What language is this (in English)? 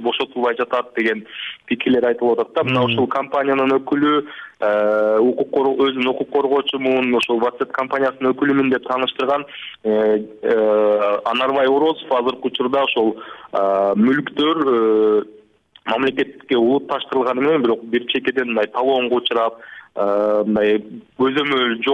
Kyrgyz